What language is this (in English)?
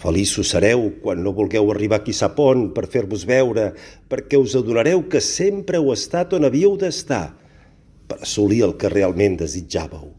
Catalan